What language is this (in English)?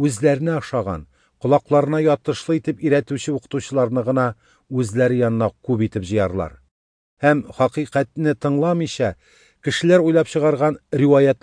Tatar